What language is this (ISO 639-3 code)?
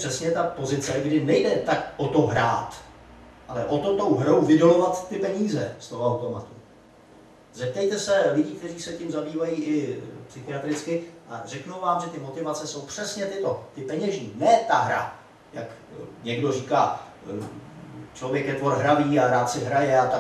ces